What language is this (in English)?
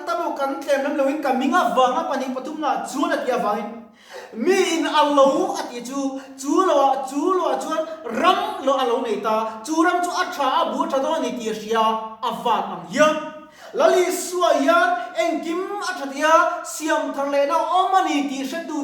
Mizo